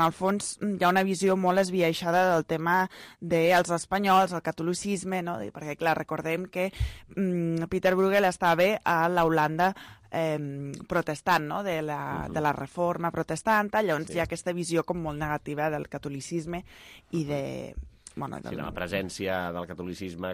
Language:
Catalan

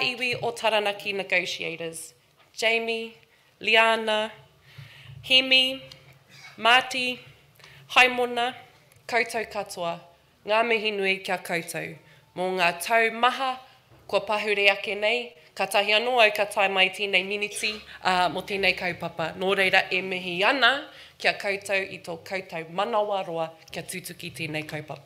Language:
Māori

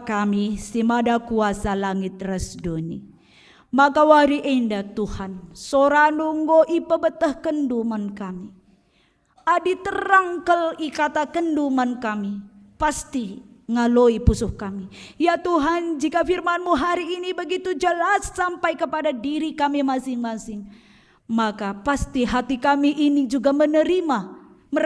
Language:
Batak Karo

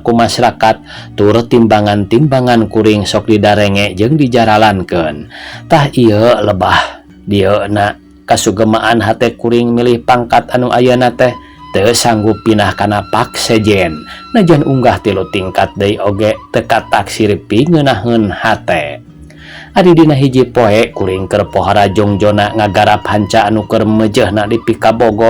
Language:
Sundanese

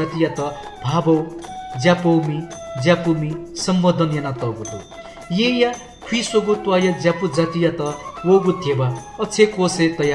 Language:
Newari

